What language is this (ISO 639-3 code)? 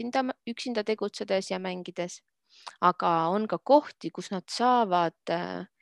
est